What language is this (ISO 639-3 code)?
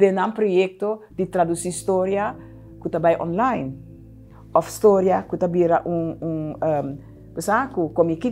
pap